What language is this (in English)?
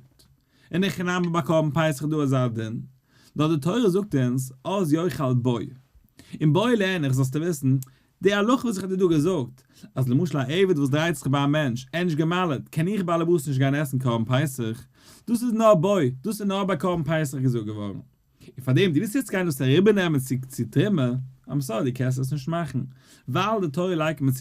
Yiddish